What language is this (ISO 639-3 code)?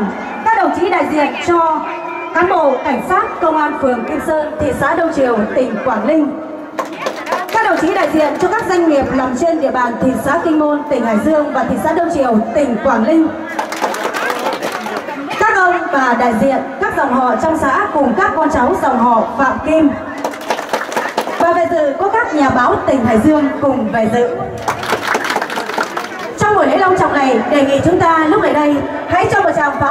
vie